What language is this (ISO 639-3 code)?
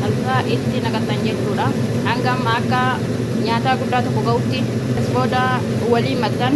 orm